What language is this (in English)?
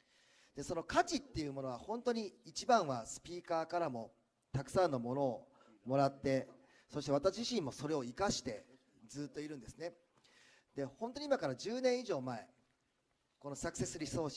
Japanese